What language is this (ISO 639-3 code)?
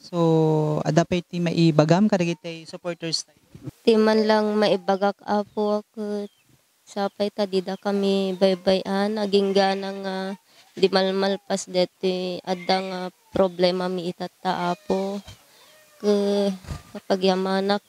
ilo